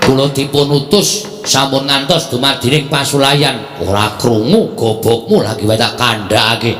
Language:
Javanese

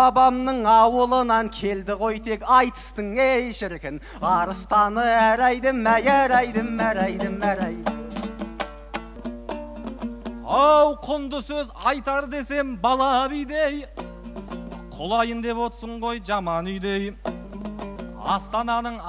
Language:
Kazakh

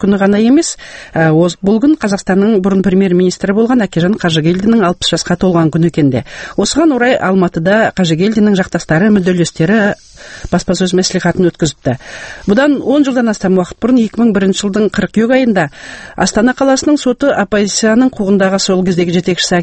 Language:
Kazakh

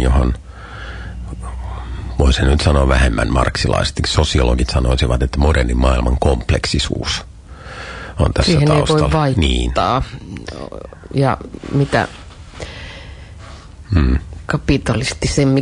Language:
Finnish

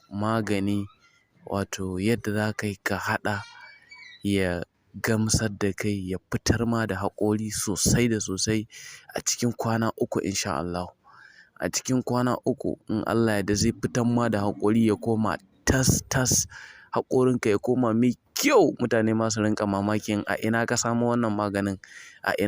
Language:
Hausa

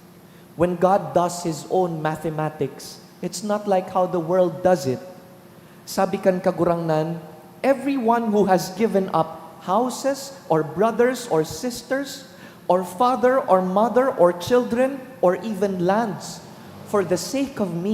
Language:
Bikol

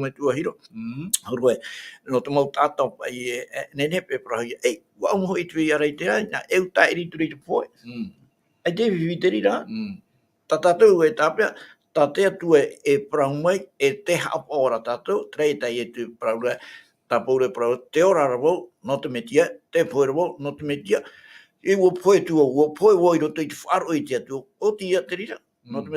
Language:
Tahitian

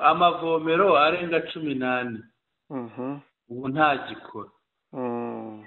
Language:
Kinyarwanda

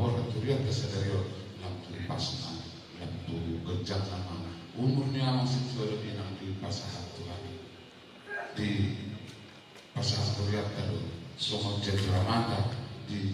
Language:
Batak Toba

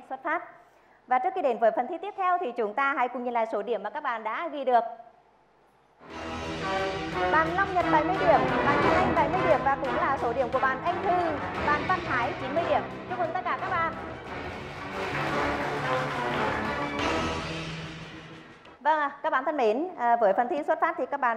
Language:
Vietnamese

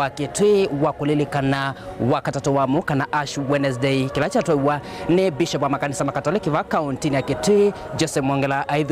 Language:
Kamba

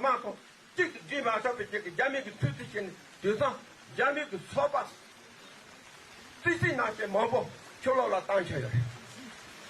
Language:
Tibetan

